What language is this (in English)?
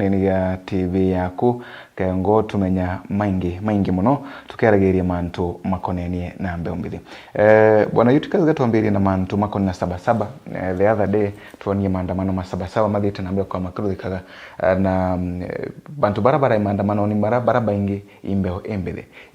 Meru